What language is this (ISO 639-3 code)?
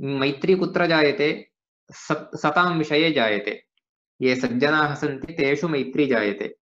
san